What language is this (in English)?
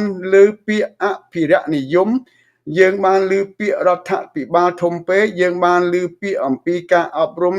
Khmer